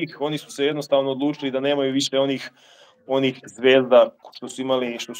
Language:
Serbian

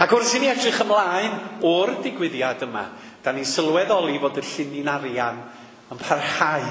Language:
Welsh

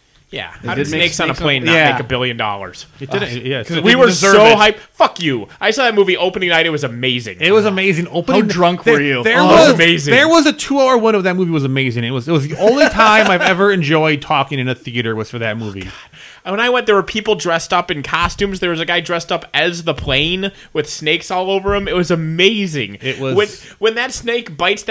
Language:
English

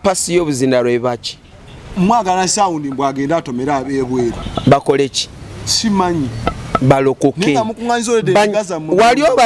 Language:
Ganda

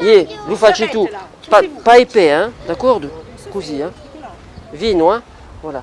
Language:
Corsican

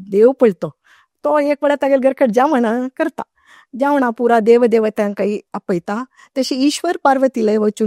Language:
Konkani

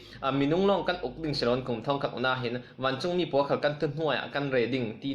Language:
Falam Chin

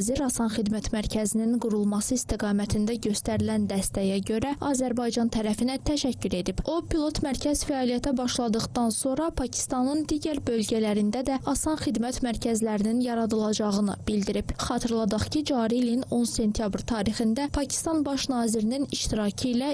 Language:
Azerbaijani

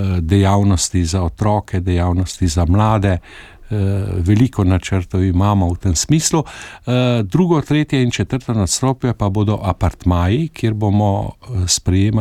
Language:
Slovenian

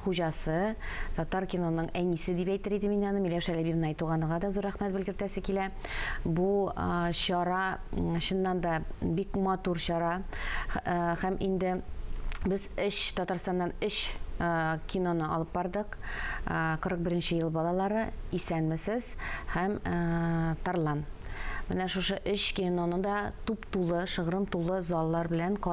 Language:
Tatar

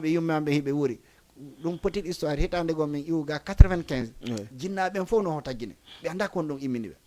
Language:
Fula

